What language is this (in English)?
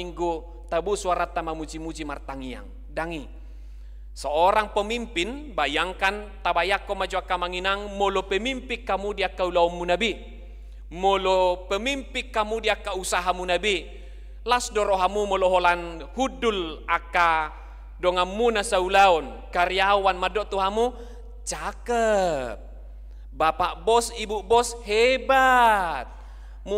Batak Toba